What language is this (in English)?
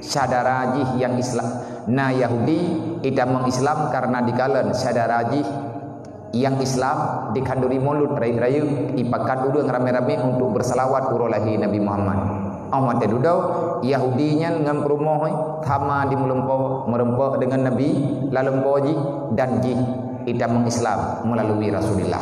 Achinese